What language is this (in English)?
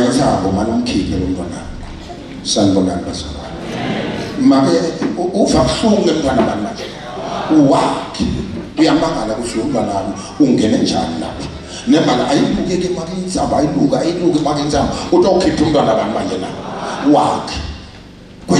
Zulu